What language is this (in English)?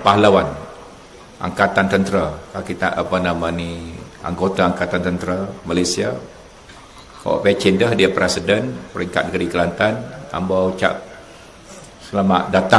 Malay